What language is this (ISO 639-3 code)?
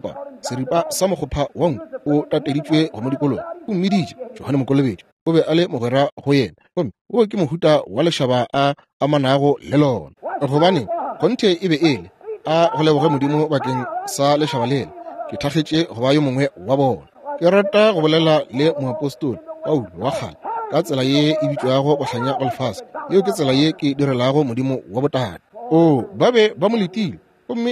nso